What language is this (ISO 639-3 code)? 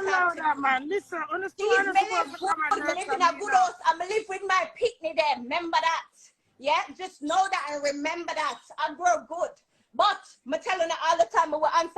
jam